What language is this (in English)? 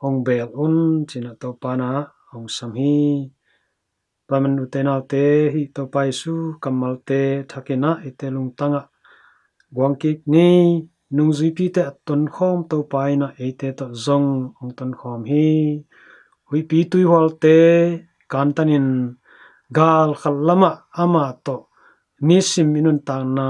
Tedim Chin